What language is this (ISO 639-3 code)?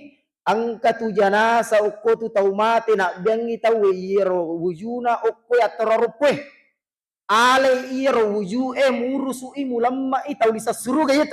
bug